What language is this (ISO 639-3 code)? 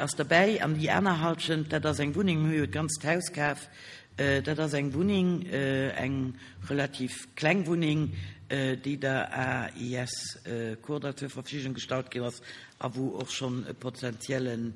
ltz